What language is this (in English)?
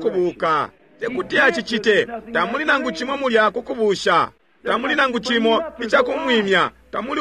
Bemba